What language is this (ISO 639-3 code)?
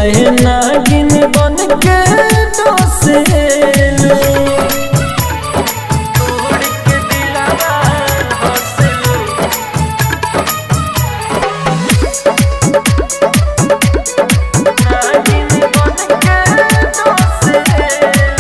bho